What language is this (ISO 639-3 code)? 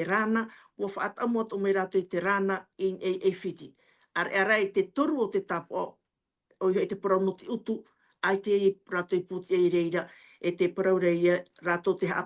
tah